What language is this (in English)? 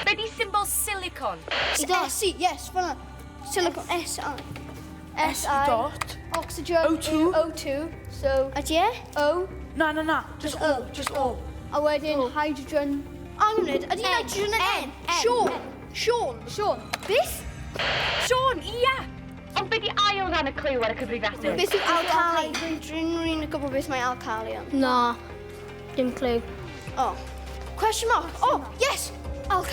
Welsh